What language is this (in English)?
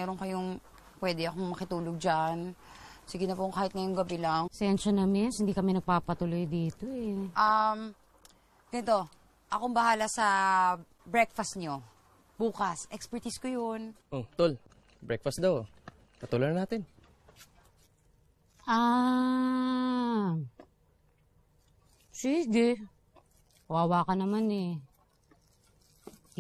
Filipino